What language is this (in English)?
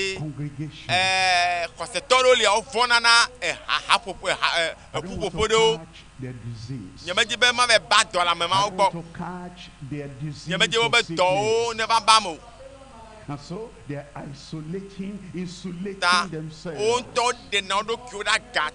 Ewe